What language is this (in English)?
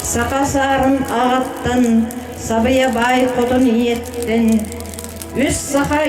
Yakut